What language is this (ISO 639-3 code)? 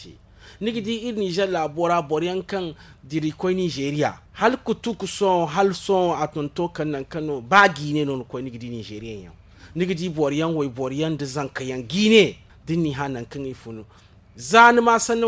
dje